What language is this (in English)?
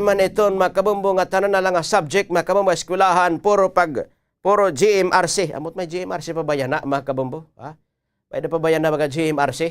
Waray